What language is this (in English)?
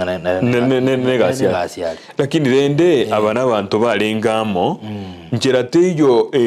Gusii